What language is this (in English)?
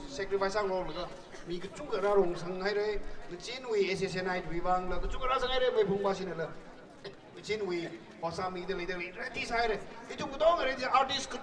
Tangkhul Naga (India)